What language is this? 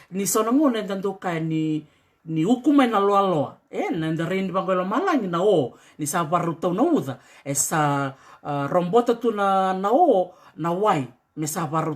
Fijian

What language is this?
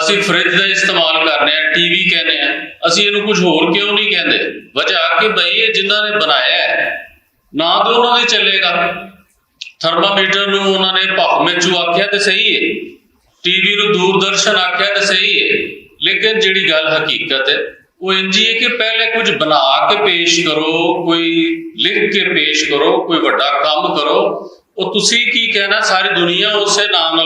Western Panjabi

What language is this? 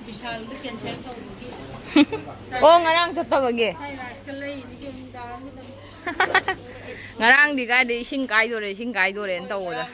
Manipuri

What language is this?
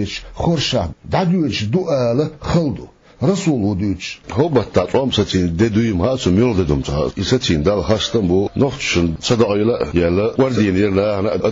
Chechen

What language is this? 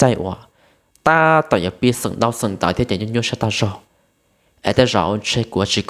Hmong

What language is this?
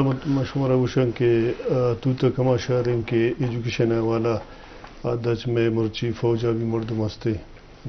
Eastern Balochi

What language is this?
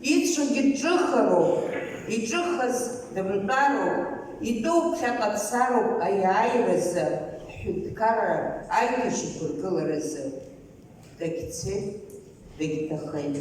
Abkhazian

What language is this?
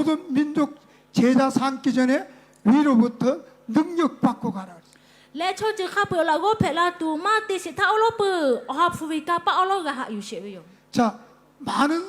Lahu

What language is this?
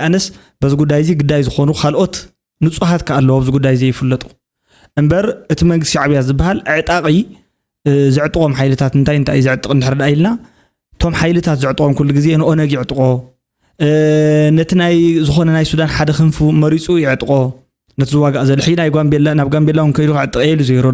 Tigrinya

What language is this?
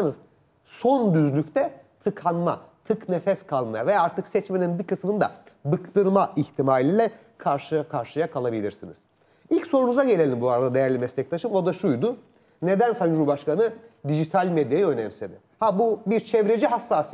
Turkish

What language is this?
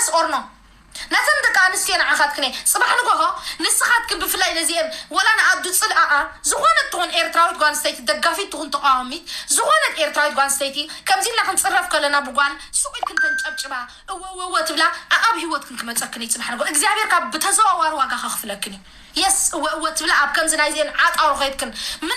Tigrinya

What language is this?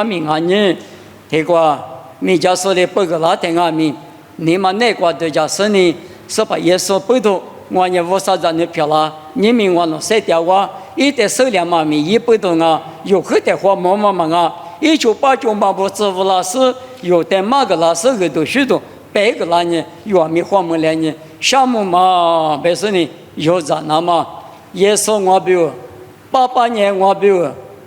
Lisu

